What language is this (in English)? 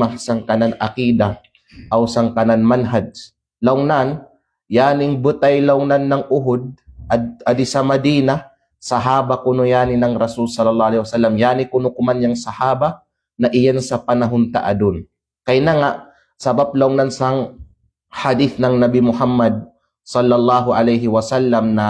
Kalagan